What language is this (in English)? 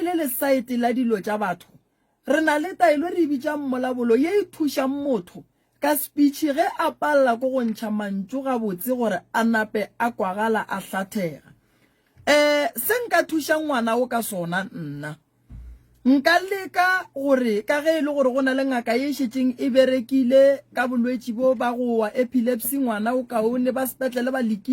Northern Sotho